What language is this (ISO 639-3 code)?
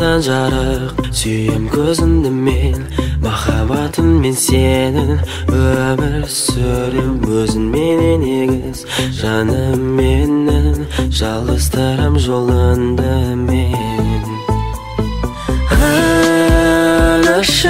kaz